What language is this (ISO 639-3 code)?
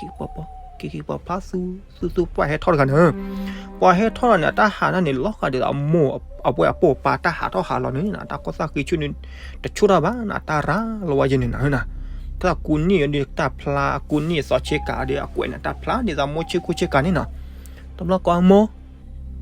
ksw